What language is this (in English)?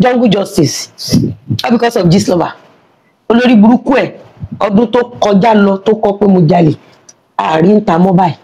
Yoruba